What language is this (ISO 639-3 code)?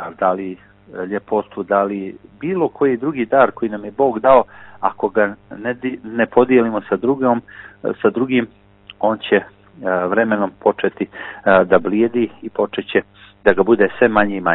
bos